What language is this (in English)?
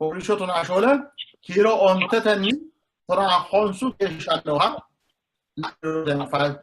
Sidamo